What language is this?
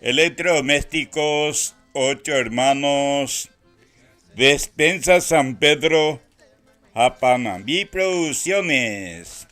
Guarani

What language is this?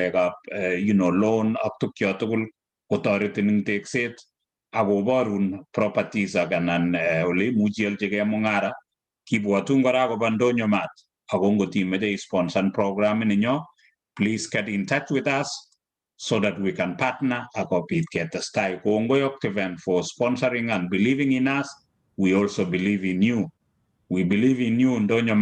Kalenjin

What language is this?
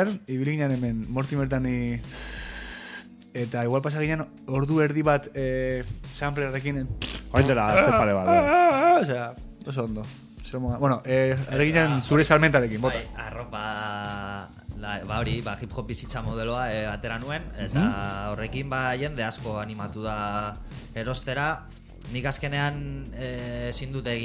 Basque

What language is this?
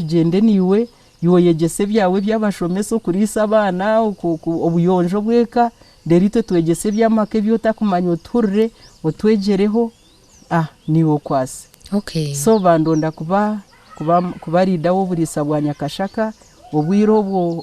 Nyankole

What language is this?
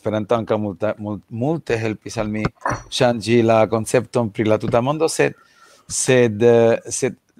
Esperanto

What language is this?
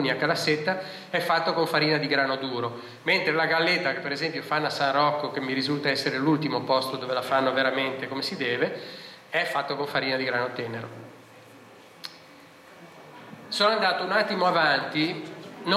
Italian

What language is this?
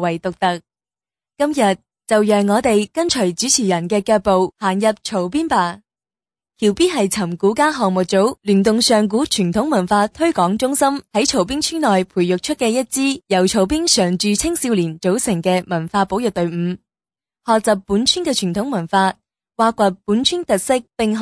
Cantonese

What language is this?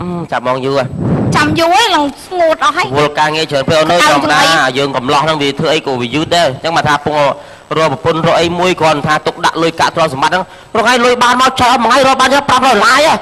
Khmer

